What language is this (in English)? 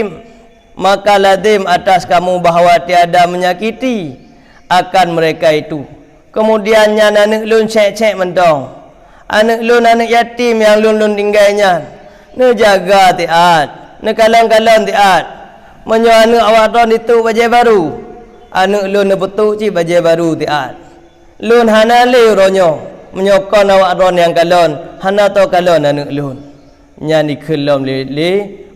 Achinese